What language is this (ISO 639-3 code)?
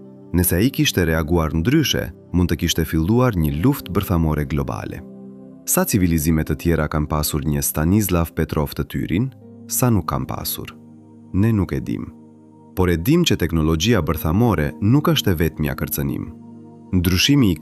sqi